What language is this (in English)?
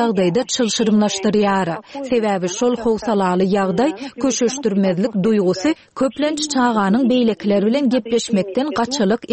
Turkmen